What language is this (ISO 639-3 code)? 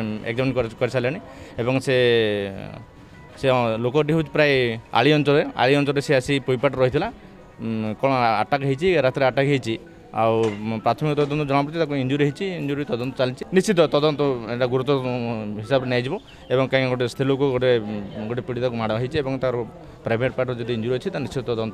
ori